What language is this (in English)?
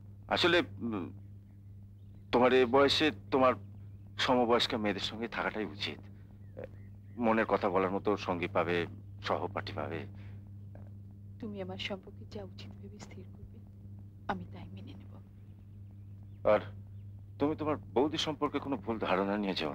Bangla